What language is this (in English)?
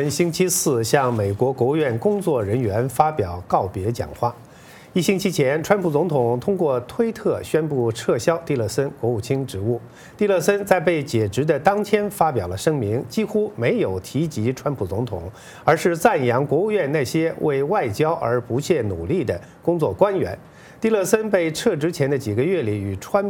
Chinese